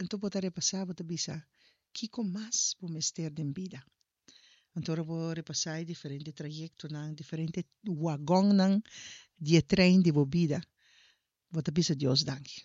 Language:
Papiamento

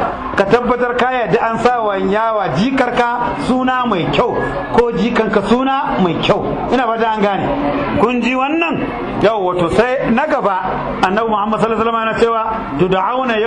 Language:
Hausa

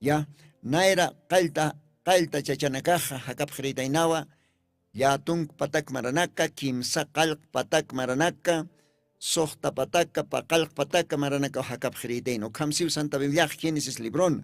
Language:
Aymara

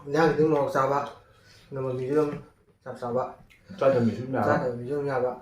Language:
Manipuri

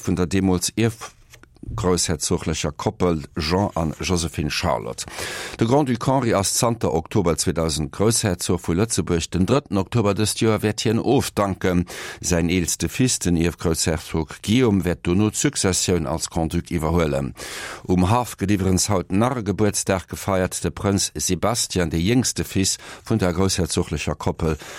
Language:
Luxembourgish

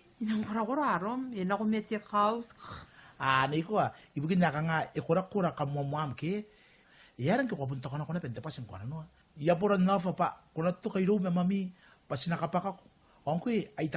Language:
Gilbertese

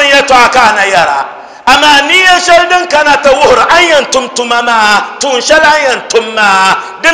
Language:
Dagbani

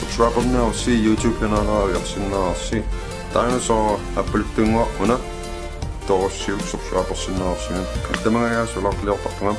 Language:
Kalaallisut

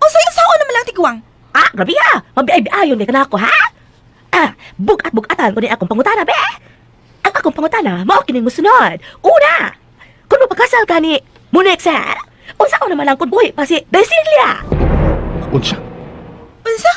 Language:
Cebuano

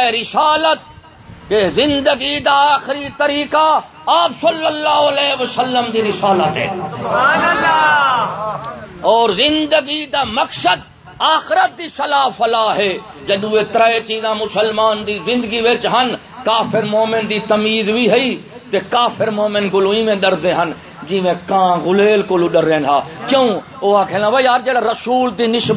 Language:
Saraiki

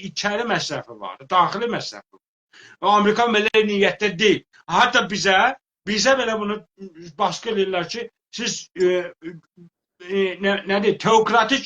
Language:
South Azerbaijani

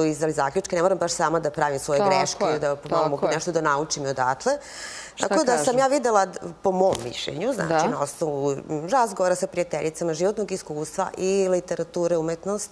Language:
Serbian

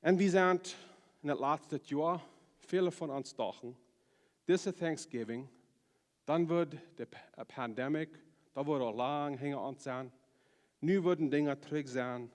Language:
Plautdietsch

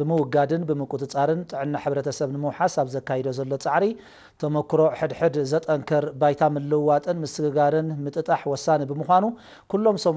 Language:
Tigrinya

